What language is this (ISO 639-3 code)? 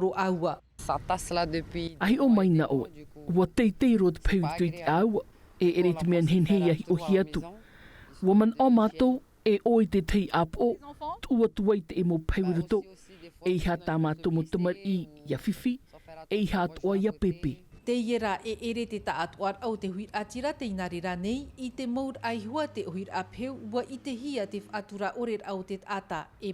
tah